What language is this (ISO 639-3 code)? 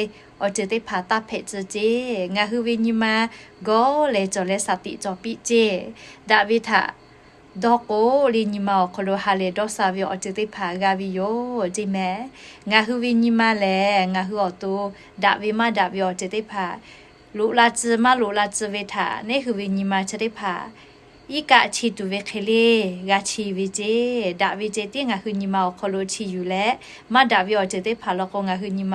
lhu